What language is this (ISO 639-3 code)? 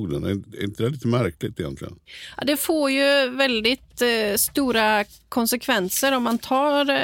swe